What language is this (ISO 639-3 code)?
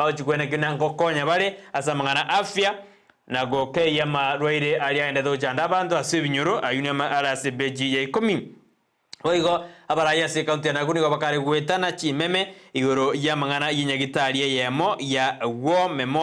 guz